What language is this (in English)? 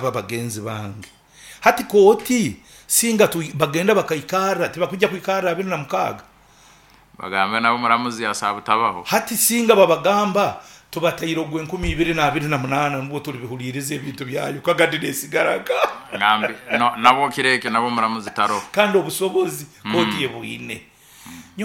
Nyoro